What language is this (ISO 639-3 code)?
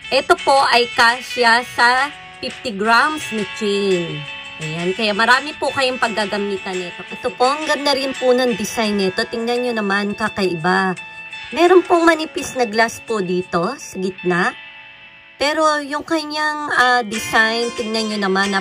fil